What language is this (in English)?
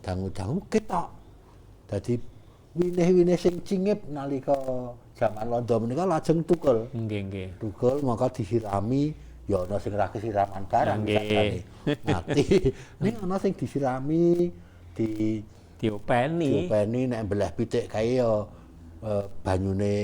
Javanese